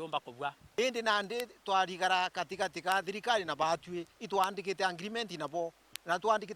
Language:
Meru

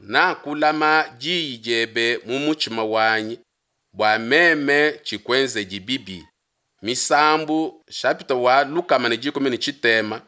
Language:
Luba-Lulua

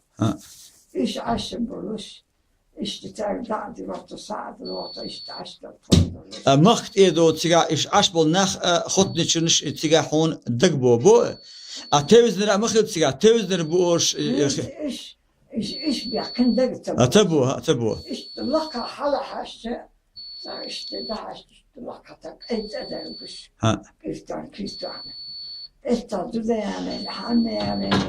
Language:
Chechen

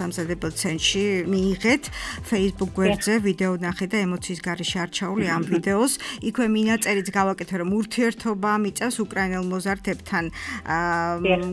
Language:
Georgian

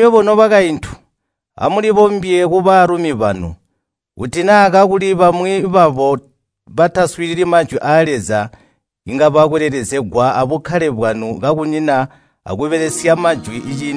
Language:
Tonga (Zambia)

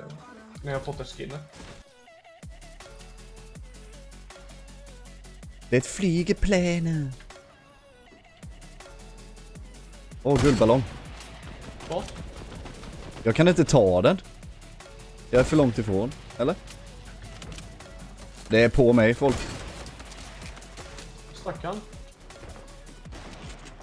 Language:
Swedish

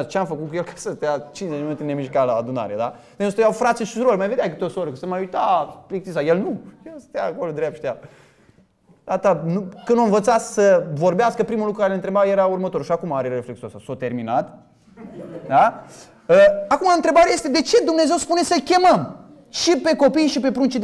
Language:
Romanian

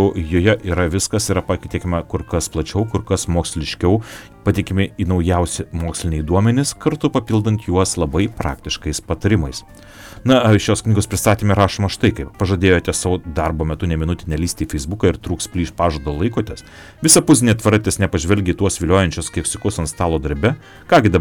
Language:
Lithuanian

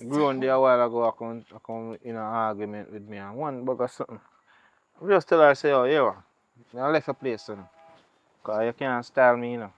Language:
Jamaican Creole English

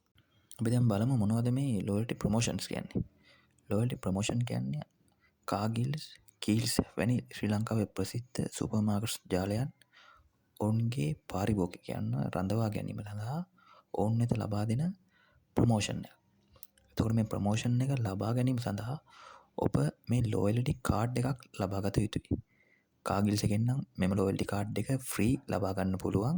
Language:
Sinhala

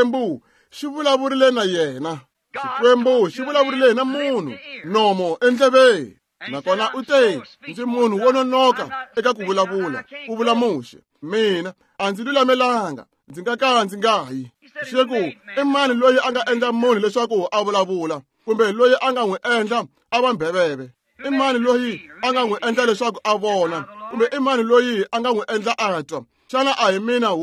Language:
Tsonga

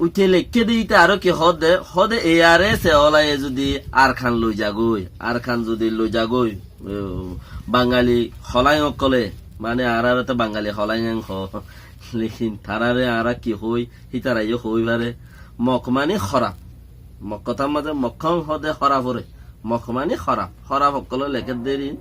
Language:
Rohingya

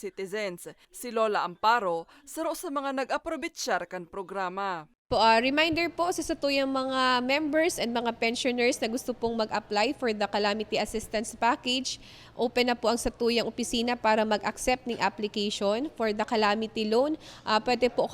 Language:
Bikol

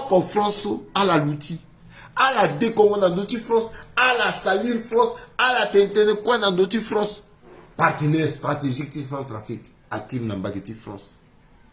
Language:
Sango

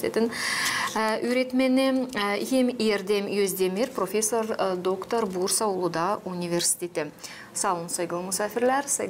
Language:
Gagauz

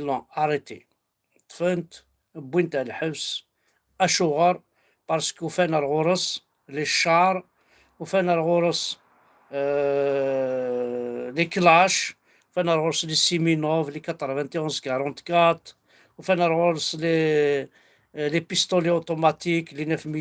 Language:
Kabyle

